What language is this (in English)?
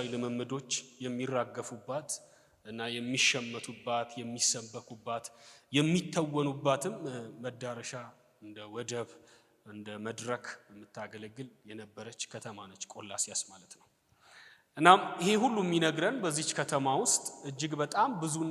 Amharic